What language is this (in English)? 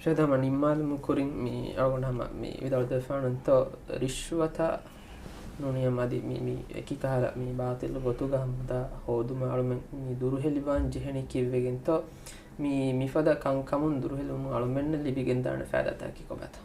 Divehi